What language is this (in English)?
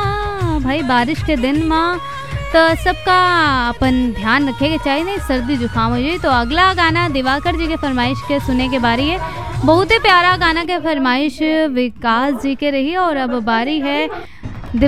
Bhojpuri